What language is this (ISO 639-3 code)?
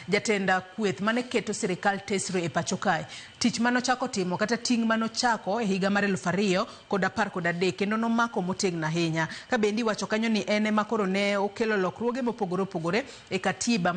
luo